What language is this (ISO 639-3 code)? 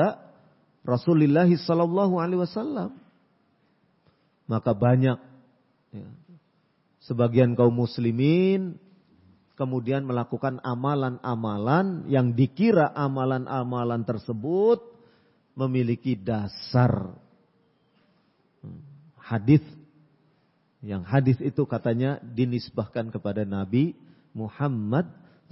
ind